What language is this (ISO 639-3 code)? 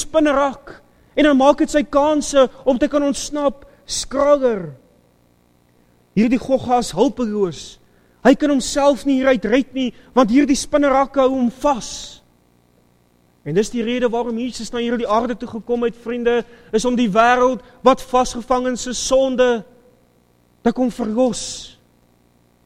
afr